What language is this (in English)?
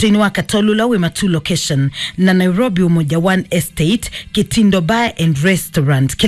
Kamba